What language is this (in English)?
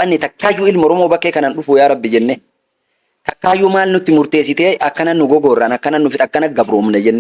Oromo